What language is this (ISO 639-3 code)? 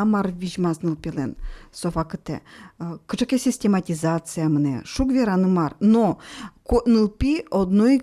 udm